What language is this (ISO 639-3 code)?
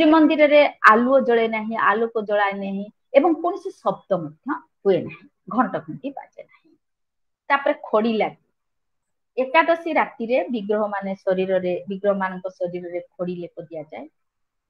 ori